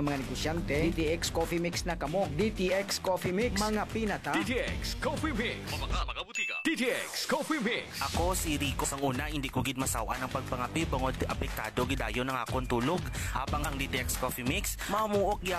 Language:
Hiligaynon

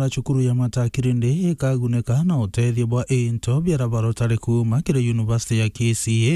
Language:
Meru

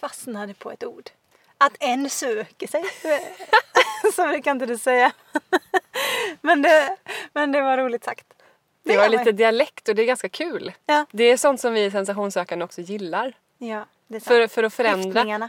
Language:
Swedish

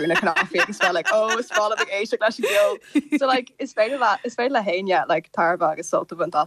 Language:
Irish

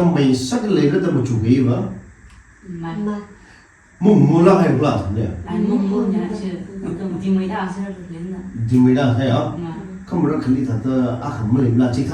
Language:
Tangkhul Naga (India)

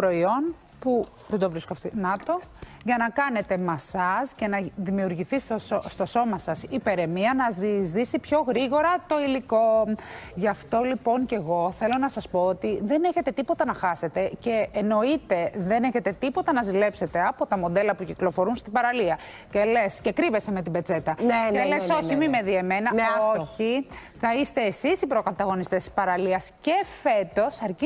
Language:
Greek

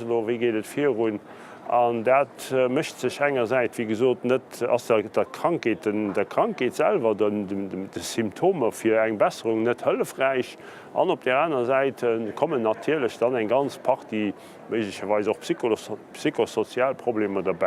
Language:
Luxembourgish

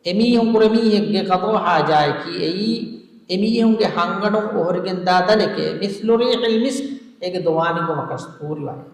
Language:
Divehi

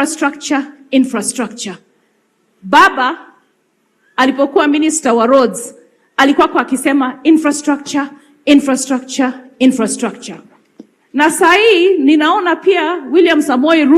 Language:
Gusii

